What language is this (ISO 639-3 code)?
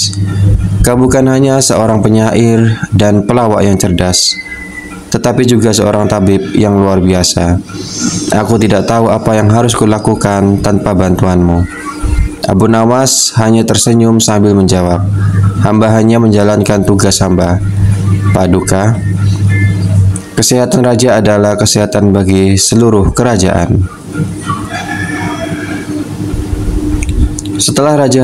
ind